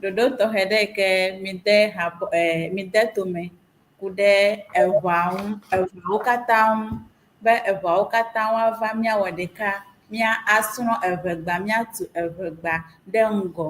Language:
Ewe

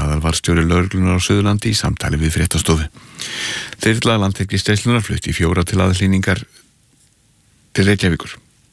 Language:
Icelandic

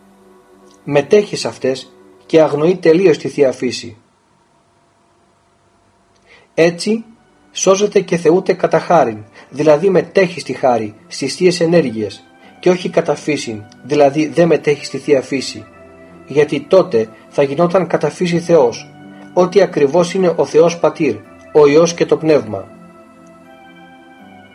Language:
Greek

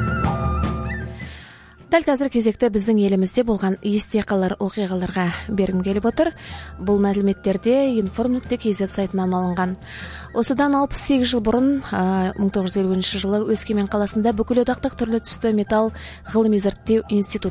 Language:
Kazakh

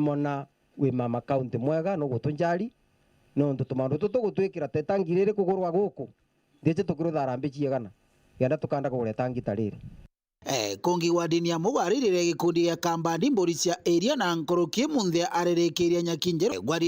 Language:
Meru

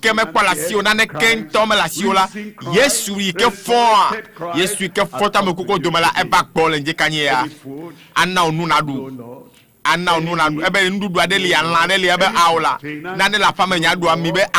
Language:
Ewe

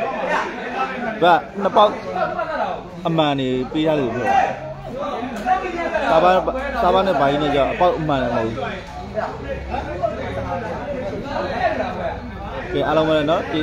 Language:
Burmese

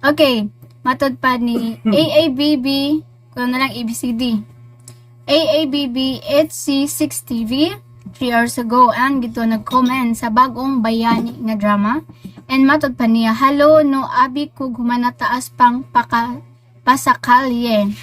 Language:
Cebuano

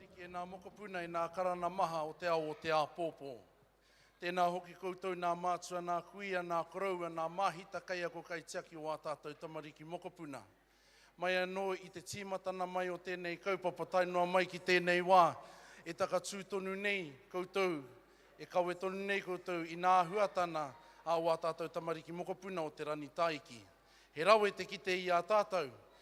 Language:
Māori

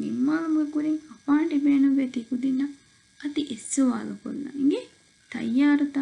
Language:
Divehi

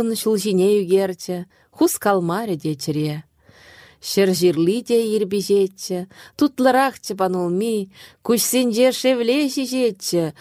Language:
Chuvash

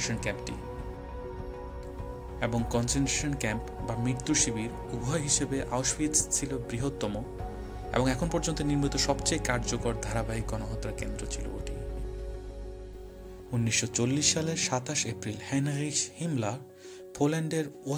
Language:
Bangla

